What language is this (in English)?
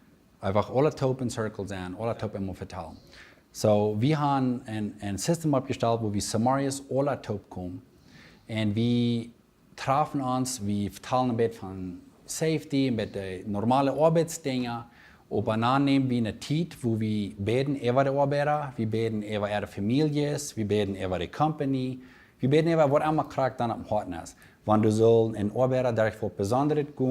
Plautdietsch